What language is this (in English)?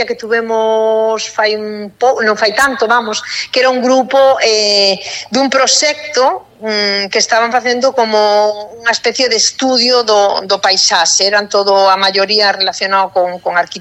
Galician